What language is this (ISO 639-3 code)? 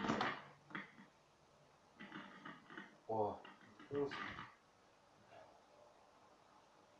rus